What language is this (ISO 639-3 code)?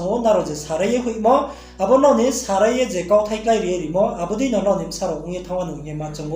ria